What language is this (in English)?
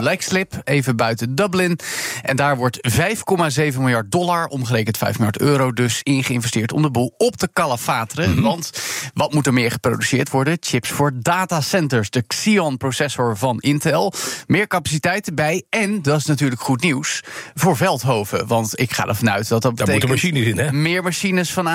Dutch